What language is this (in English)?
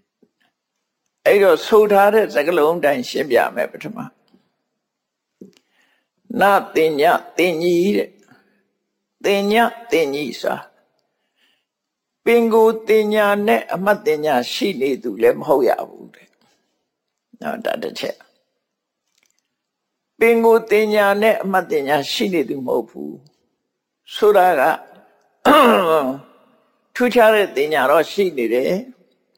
Burmese